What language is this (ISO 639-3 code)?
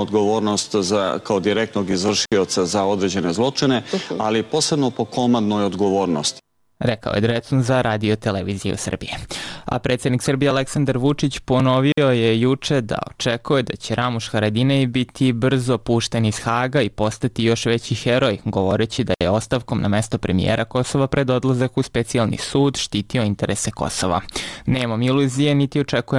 srp